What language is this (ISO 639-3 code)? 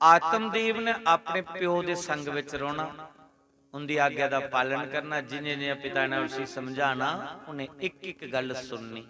doi